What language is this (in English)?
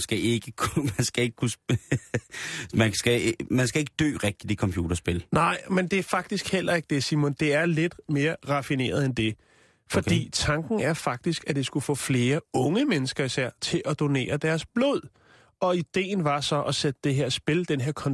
Danish